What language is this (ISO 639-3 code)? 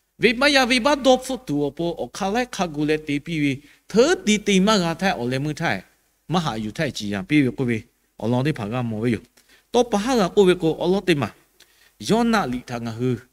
lhu